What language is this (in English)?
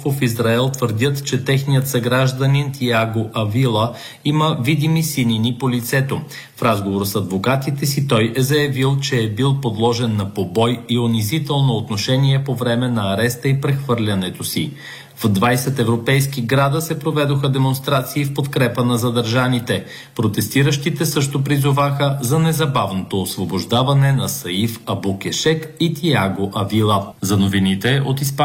Bulgarian